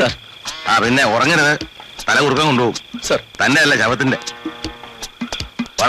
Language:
Malayalam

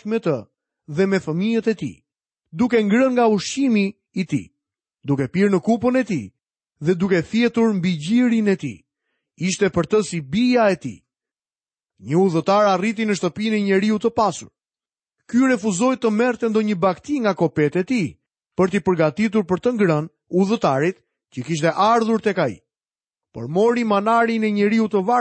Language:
Albanian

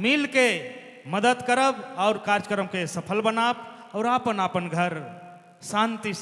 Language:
Sadri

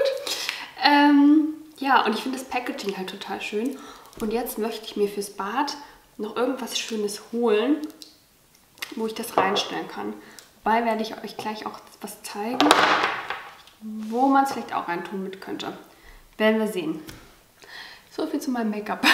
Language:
German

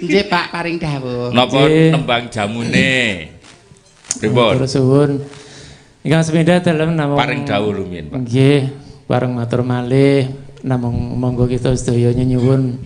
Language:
Javanese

